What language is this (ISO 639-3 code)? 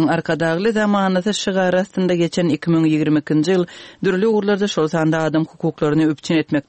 tuk